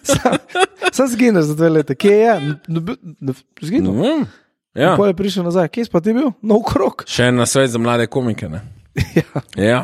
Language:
Slovenian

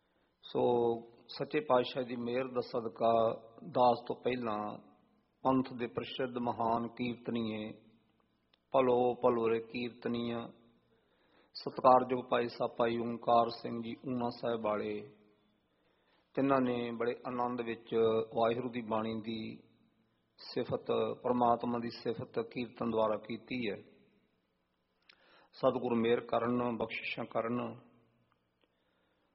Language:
Punjabi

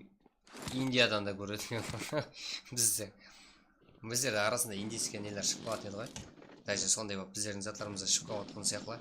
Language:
Kara-Kalpak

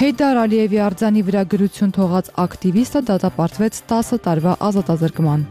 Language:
Armenian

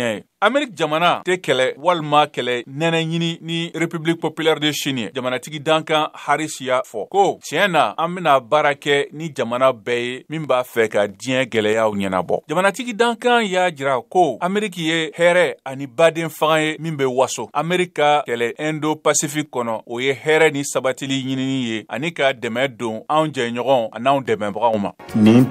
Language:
Bambara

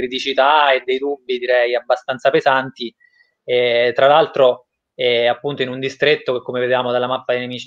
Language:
Italian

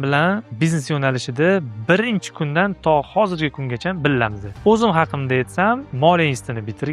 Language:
Uzbek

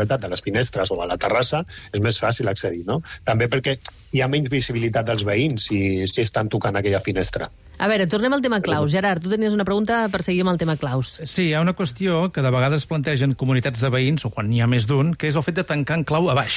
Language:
Catalan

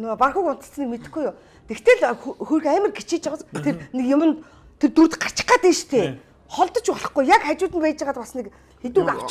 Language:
Mongolian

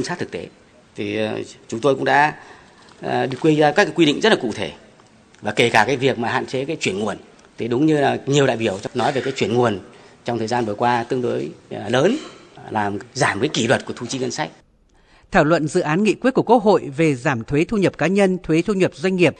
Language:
Vietnamese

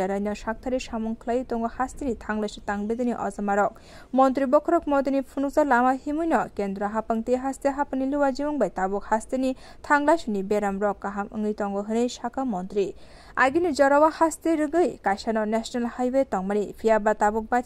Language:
Kok Borok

